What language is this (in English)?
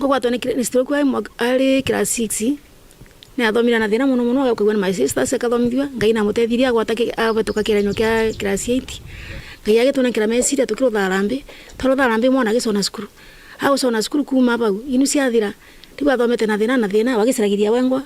Meru